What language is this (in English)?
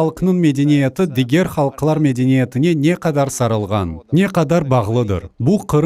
Crimean Tatar